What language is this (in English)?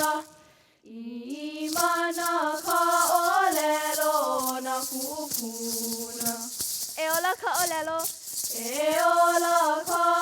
Hawaiian